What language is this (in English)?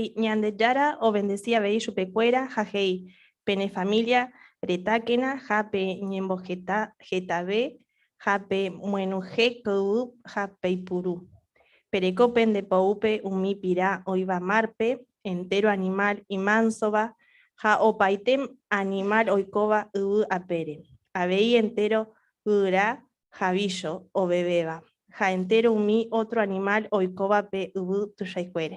Guarani